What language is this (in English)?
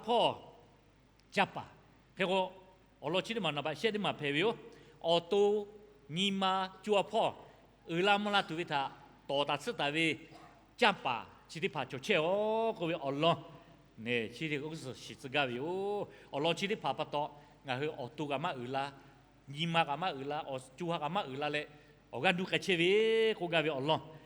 Lahu